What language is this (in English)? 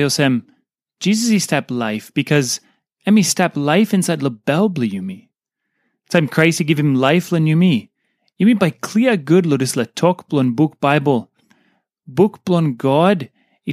Tok Pisin